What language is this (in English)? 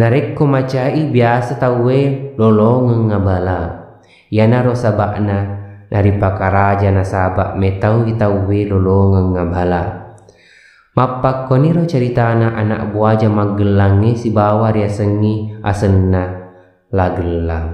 Buginese